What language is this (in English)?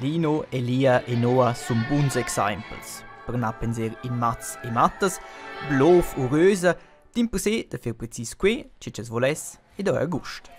Romansh